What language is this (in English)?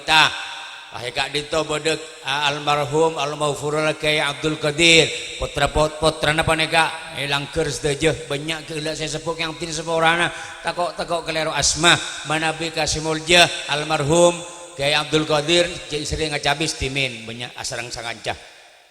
Madurese